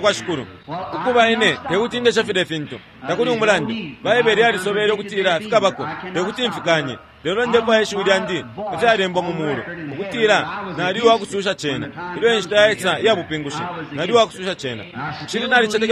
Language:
Bemba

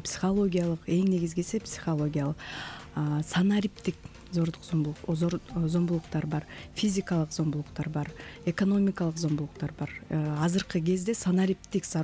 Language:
Kyrgyz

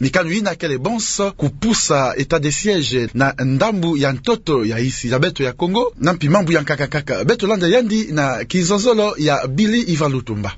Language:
Kituba (Democratic Republic of Congo)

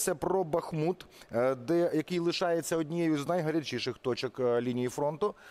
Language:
Ukrainian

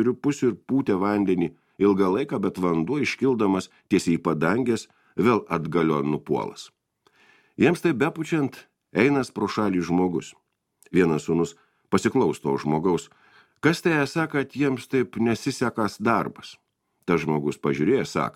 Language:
Lithuanian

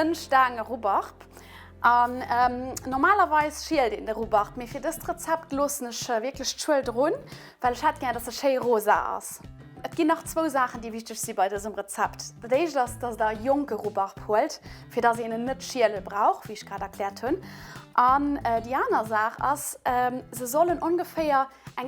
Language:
Luxembourgish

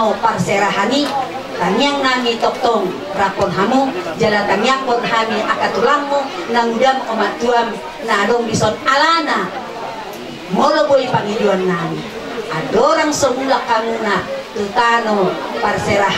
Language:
Batak Toba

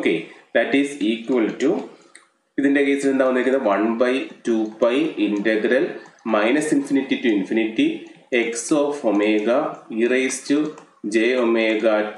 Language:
Malayalam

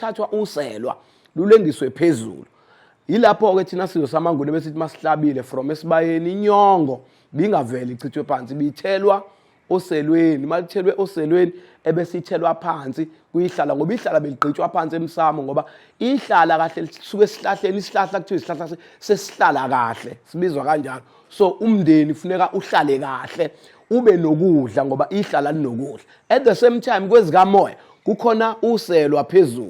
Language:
Zulu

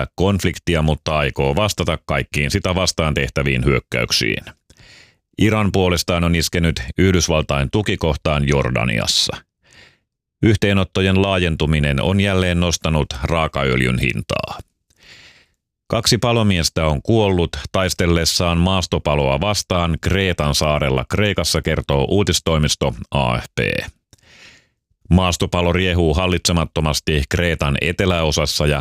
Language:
Finnish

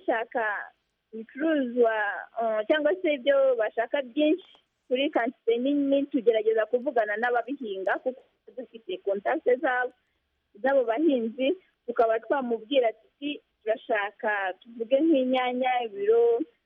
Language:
Kinyarwanda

